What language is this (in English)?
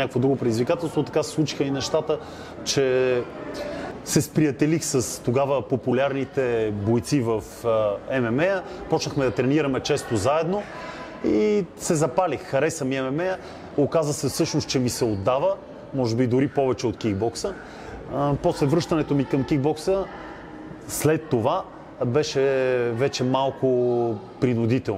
Bulgarian